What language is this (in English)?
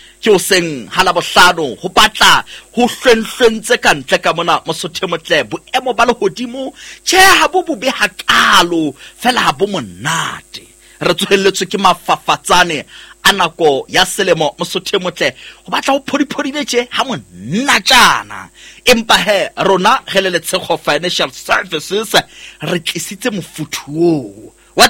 Southern Sotho